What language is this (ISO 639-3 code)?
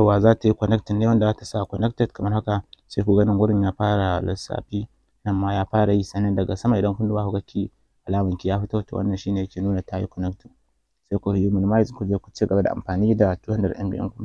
hau